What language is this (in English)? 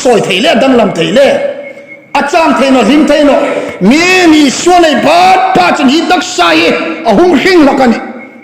Hmar